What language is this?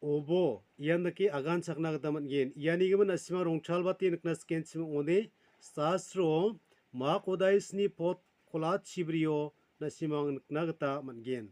Garo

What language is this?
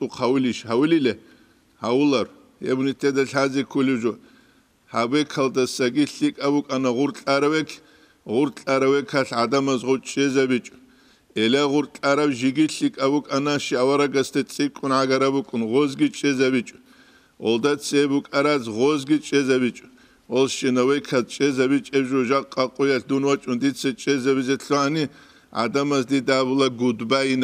Avaric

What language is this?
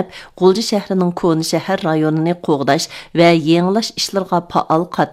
Uyghur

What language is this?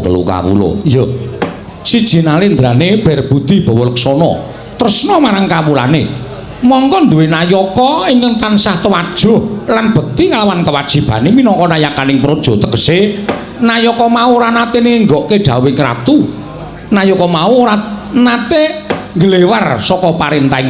Javanese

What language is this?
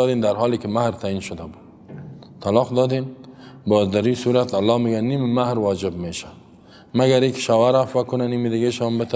Persian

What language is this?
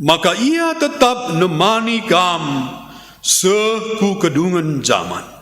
Batak Karo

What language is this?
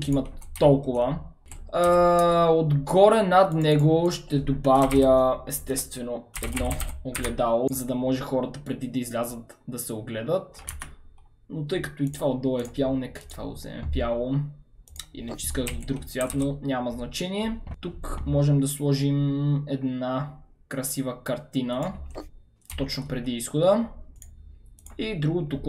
Bulgarian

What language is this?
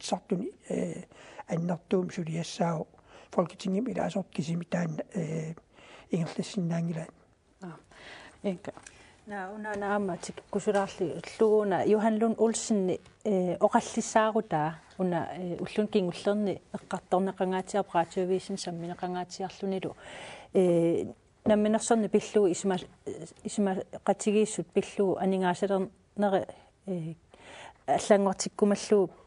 Kalaallisut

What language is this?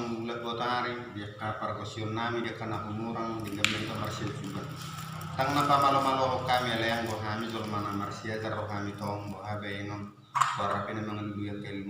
Batak Toba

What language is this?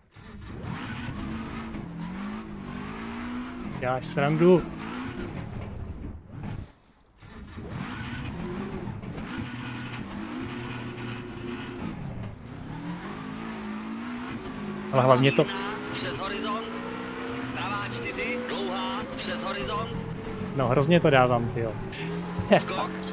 Czech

